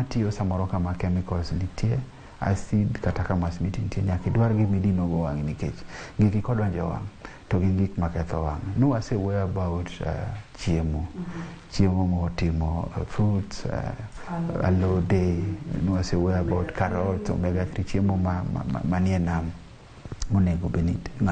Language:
Luo (Kenya and Tanzania)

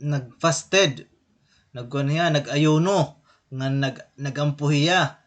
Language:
Waray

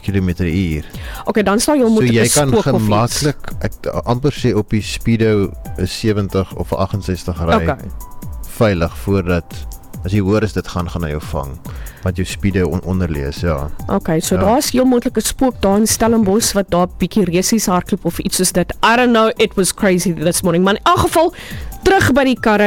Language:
Afrikaans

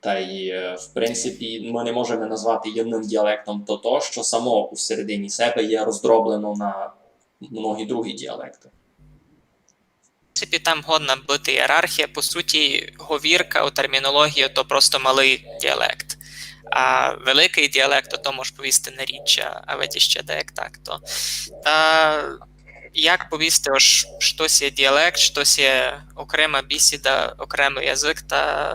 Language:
Rusyn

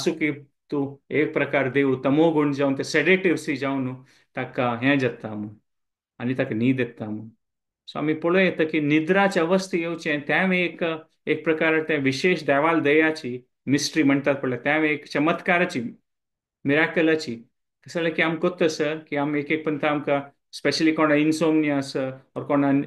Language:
Konkani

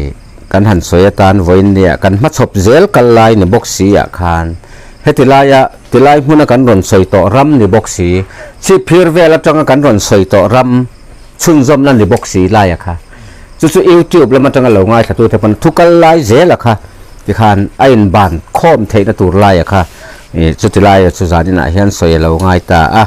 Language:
Mizo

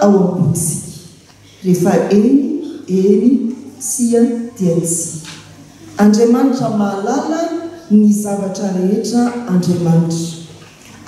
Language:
Malagasy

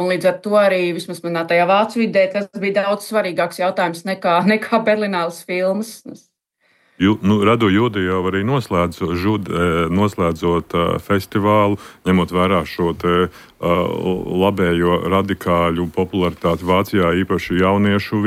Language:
Latvian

